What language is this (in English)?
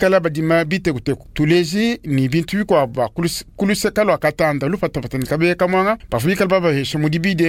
Luba-Lulua